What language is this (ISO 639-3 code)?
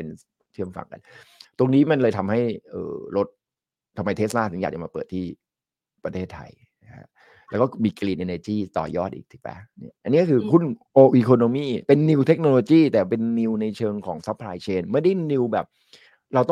tha